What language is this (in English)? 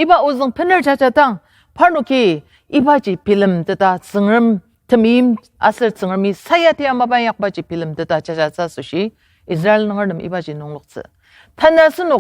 Ao Naga